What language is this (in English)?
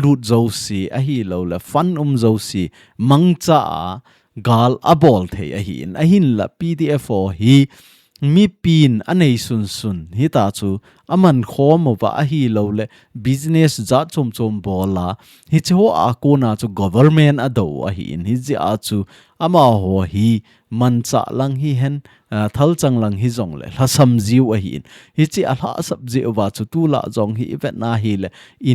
Thado Chin